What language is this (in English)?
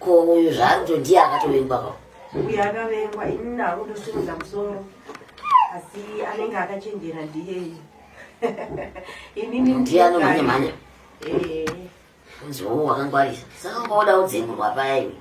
Shona